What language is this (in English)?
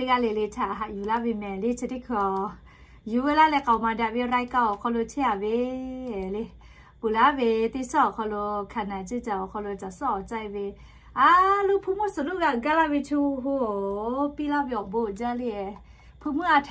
Lahu